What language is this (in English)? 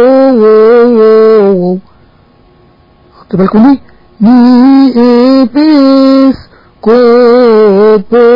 Arabic